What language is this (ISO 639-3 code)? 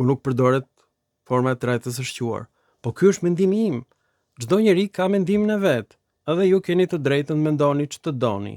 sqi